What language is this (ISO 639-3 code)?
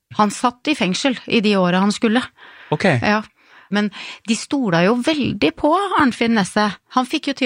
nor